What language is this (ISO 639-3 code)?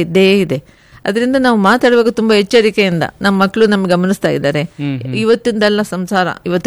kan